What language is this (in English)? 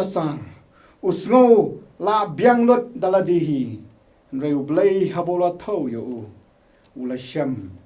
Khasi